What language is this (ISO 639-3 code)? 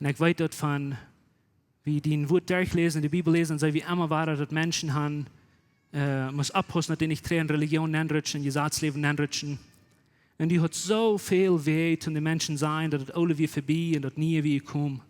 pdt